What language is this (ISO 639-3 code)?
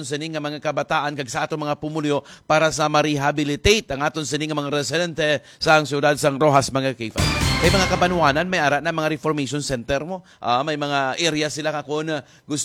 hil